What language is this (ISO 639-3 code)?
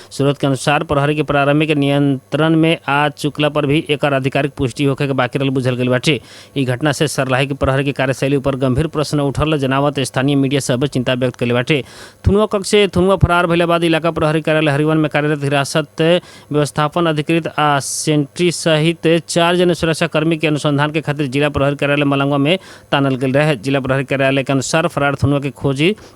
bho